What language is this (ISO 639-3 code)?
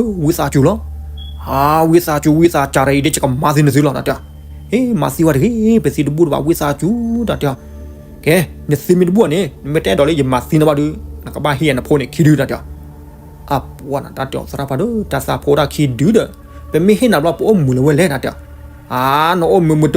ksw